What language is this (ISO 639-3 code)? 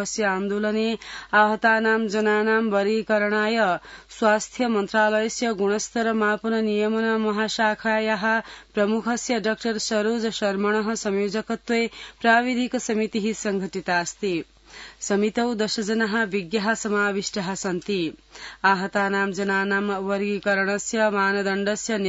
san